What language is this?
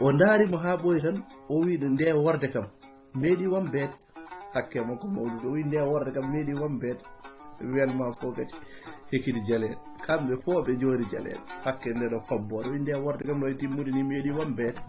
Fula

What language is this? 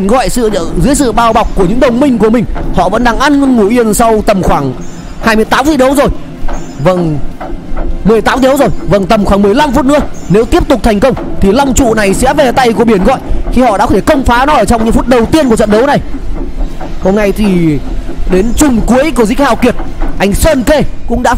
Vietnamese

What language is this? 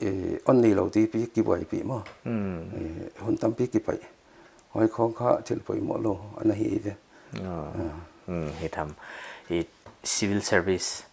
Paite Chin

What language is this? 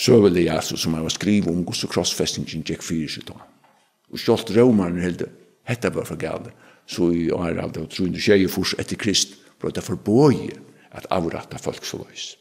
Faroese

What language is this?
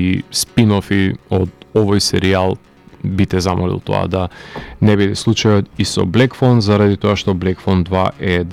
Macedonian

